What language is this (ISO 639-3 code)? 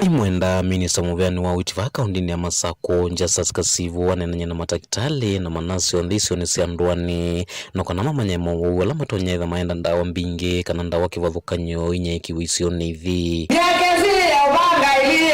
kam